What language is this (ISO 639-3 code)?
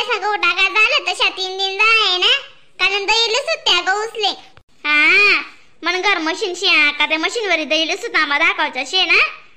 khn